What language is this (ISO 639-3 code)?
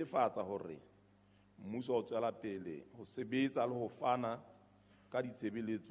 sot